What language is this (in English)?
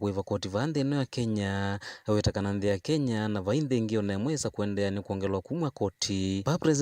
Kamba